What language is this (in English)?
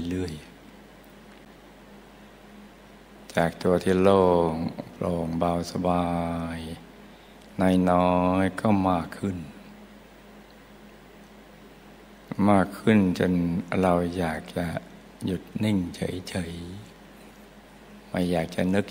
Thai